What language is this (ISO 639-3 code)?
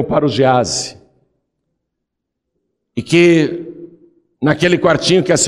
por